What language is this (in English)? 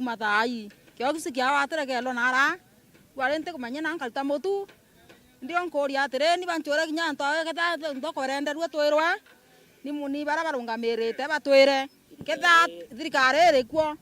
Meru